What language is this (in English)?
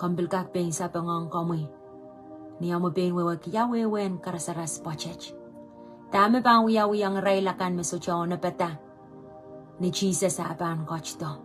Pohnpeian